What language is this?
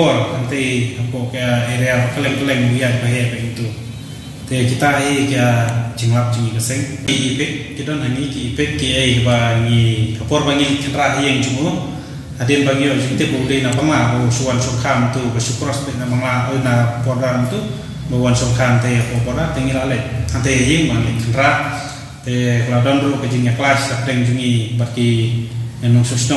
Khasi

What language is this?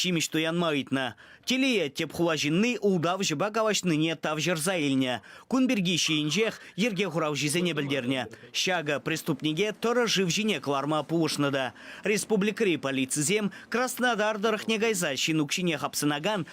Chuvash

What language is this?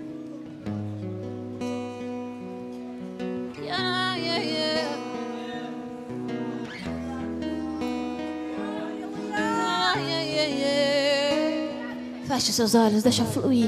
Portuguese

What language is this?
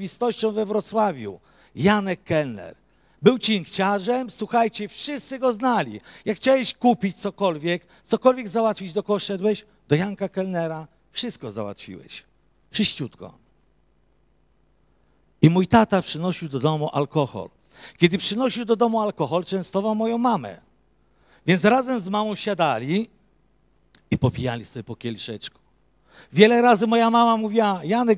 Polish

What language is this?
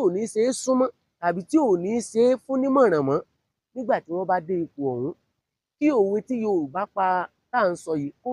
Yoruba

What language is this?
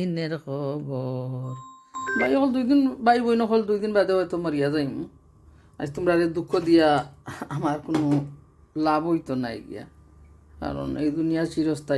Sylheti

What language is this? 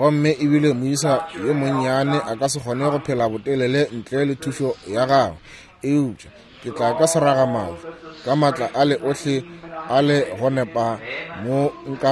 Northern Sotho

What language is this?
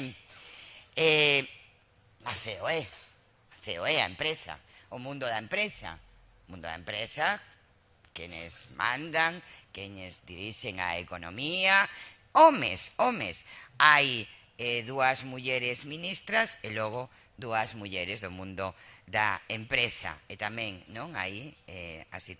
Galician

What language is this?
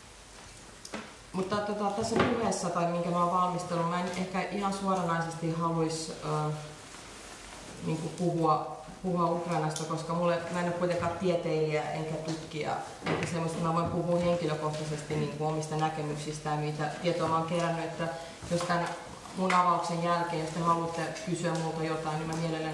Finnish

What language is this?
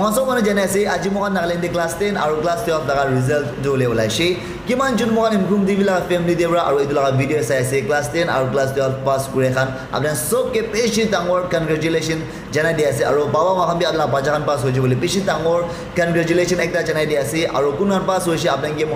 Naga Pidgin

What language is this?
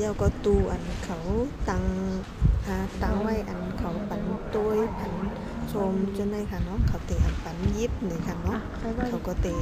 Shan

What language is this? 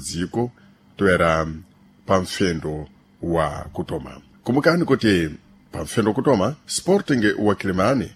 Sena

